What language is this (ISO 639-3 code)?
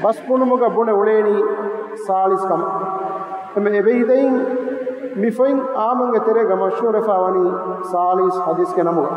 div